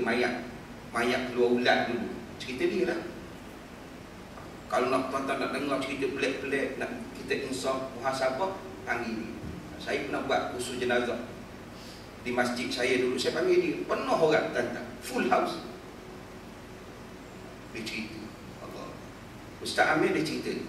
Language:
Malay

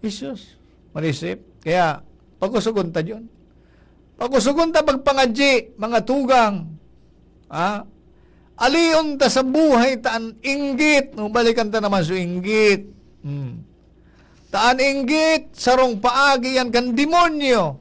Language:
Bikol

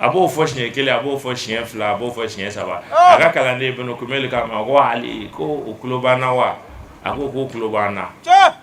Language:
Bambara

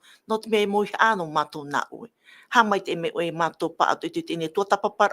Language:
Tahitian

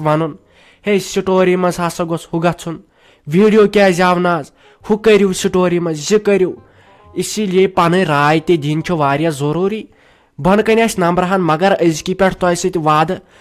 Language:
Kashmiri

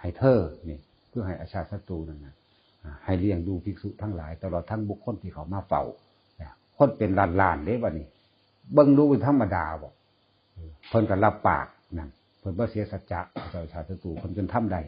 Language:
Northeastern Thai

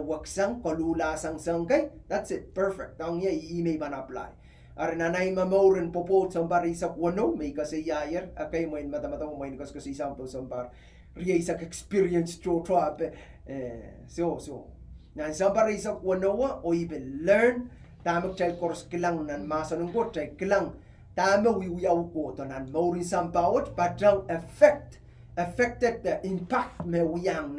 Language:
Pohnpeian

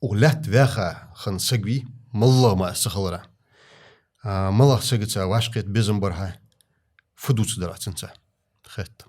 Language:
Ingush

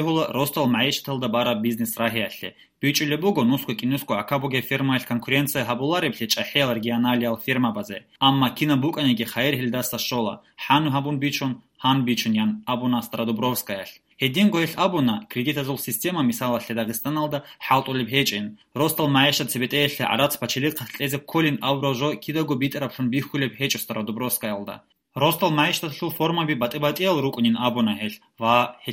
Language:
Avaric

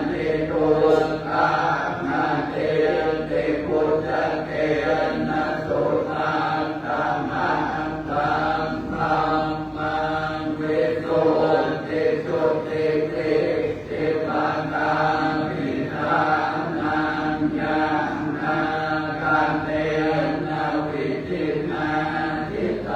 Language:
Pali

